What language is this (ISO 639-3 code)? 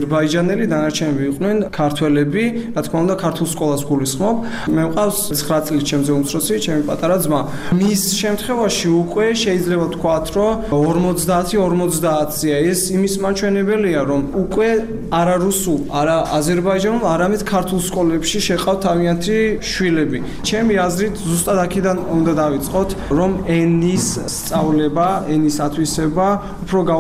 kat